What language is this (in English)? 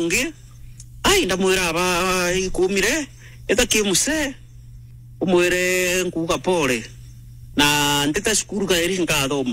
Meru